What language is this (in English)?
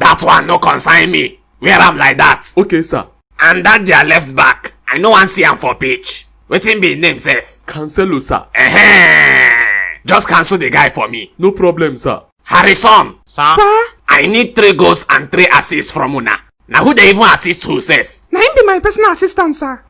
Nigerian Pidgin